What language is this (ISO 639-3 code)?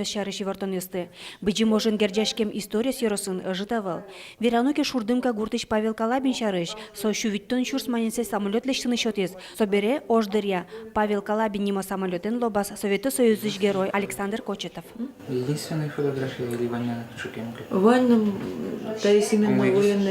udm